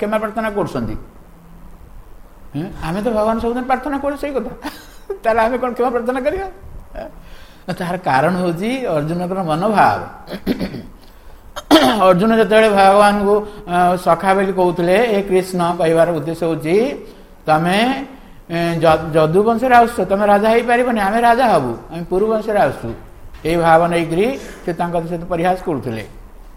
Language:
Odia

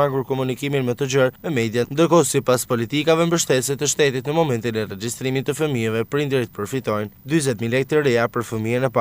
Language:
Albanian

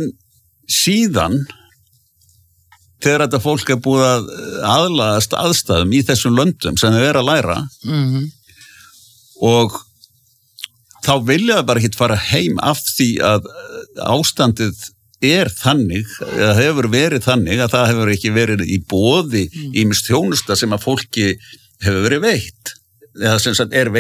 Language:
Icelandic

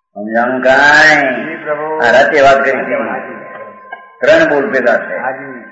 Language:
Gujarati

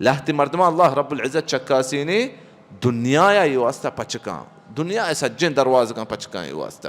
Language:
Baluchi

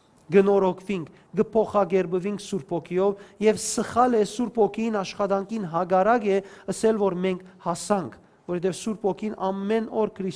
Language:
Western Armenian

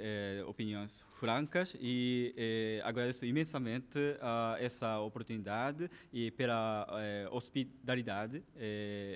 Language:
Tetum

